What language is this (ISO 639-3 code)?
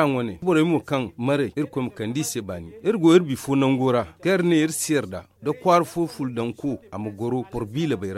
dje